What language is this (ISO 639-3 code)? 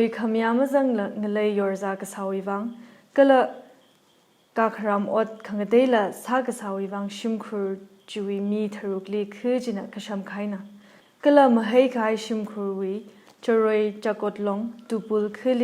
nmf